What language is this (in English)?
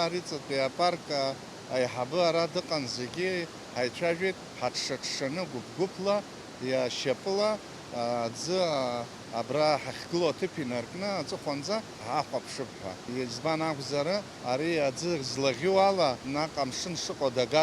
Abkhazian